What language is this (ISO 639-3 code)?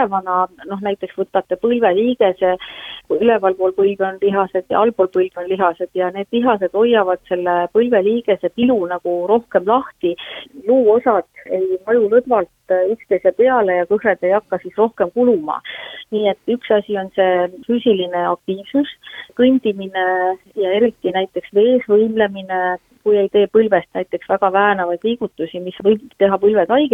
est